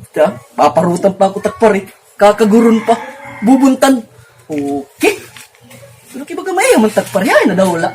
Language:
Waray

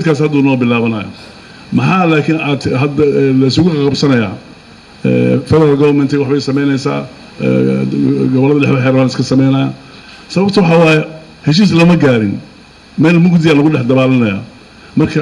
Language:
Somali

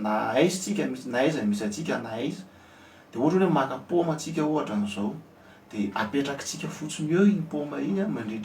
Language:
Malagasy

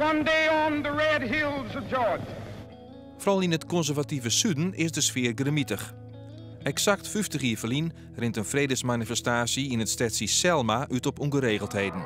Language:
Western Frisian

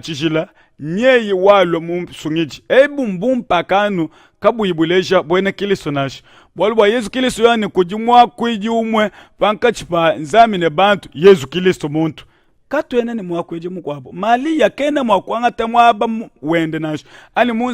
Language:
Luba-Lulua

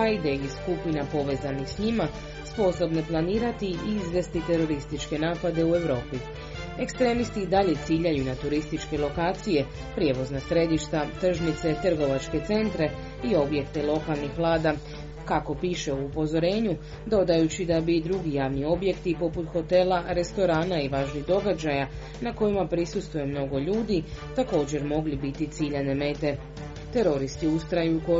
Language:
Croatian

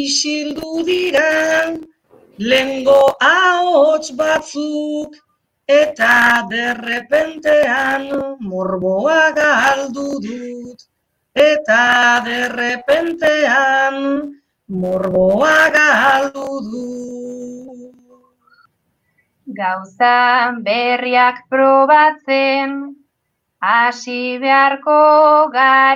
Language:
Basque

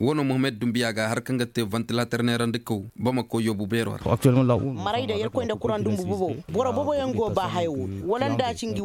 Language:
Koyraboro Senni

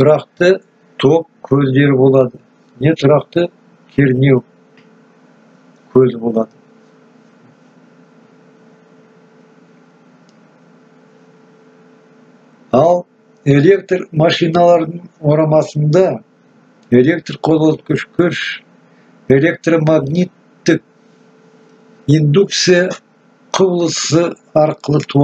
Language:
Kazakh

